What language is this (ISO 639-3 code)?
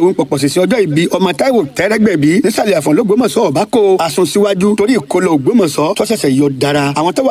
yor